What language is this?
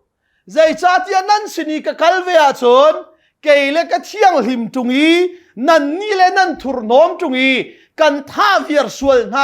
Hakha Chin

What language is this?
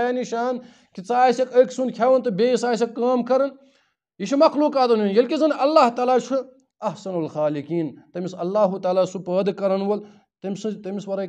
Kashmiri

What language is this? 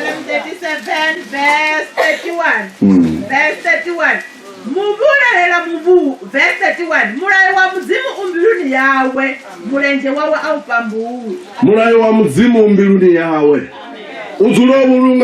Venda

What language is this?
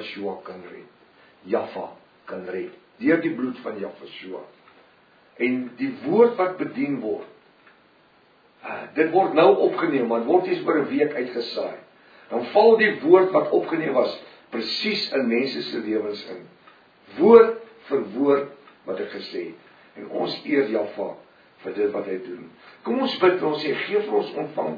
Afrikaans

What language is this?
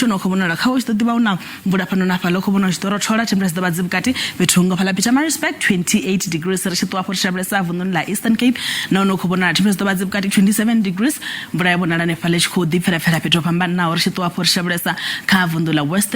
Venda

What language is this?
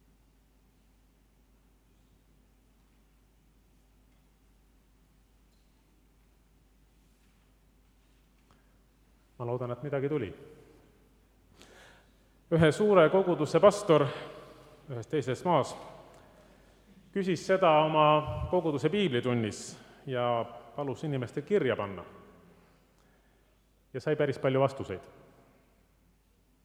Estonian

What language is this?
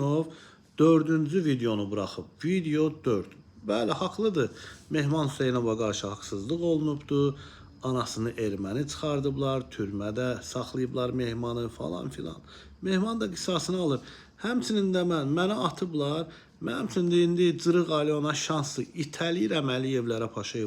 Azerbaijani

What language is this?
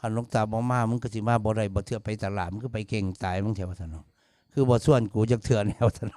Northeastern Thai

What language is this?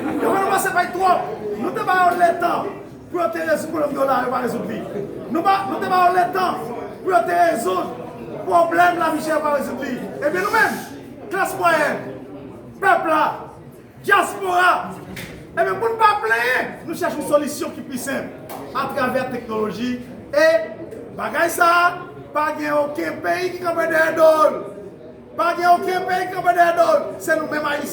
Haitian Creole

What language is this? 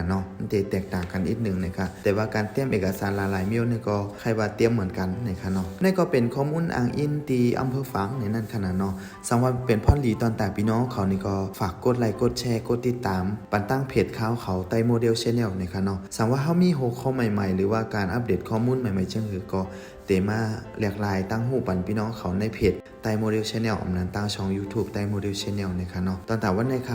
Shan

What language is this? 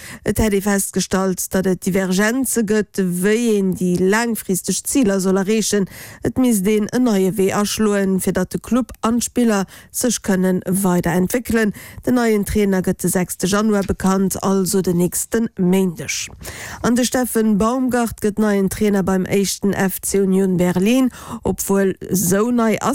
Luxembourgish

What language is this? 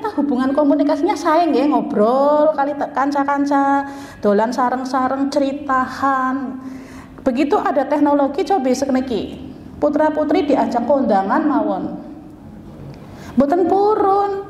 Indonesian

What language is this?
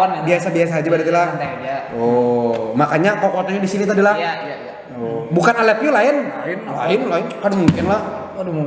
Banjar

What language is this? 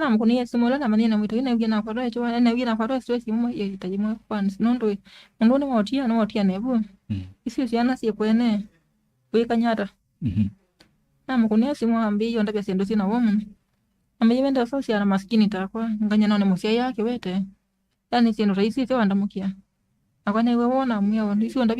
Kamba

